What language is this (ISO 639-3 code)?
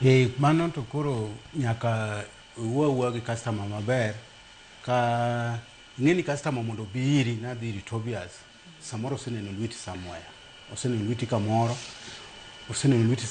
luo